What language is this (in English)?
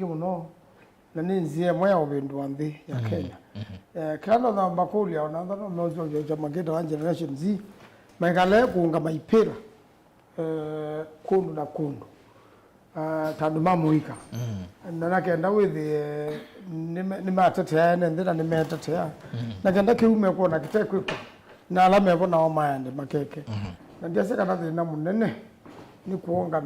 Kamba